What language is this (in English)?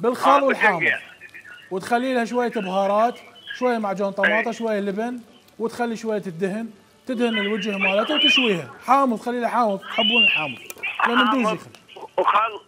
Mesopotamian Arabic